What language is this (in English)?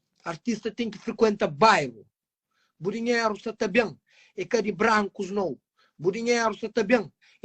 Kabuverdianu